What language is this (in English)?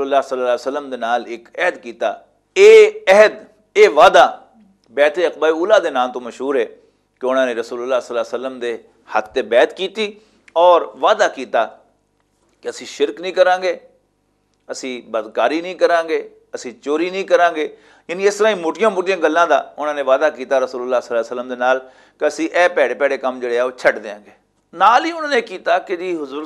Western Panjabi